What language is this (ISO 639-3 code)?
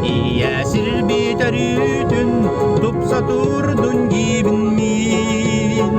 sah